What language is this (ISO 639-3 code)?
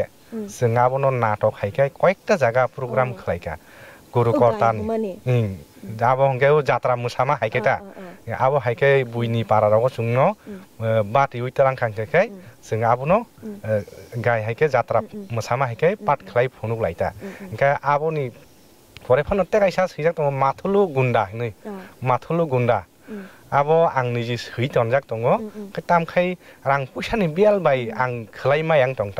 trp